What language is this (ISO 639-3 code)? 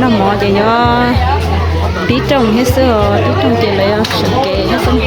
hmn